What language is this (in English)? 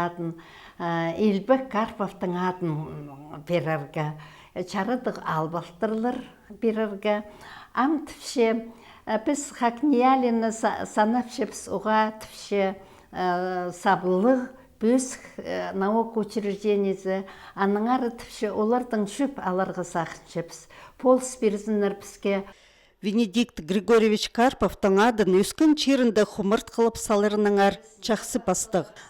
Khakas